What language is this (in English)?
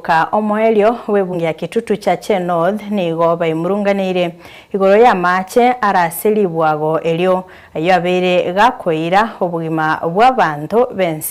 Gusii